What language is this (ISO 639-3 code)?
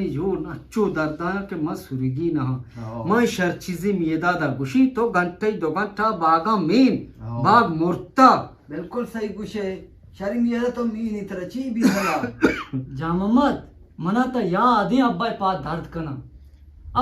bgp